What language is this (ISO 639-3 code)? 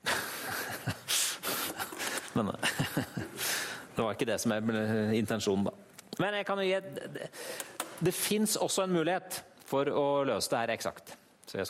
nor